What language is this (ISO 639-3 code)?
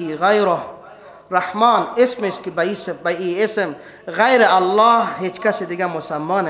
fas